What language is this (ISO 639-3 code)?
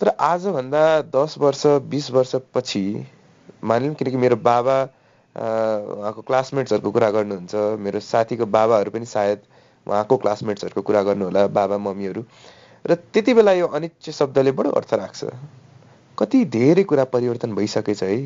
nep